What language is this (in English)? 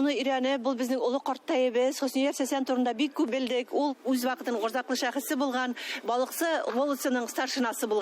Bashkir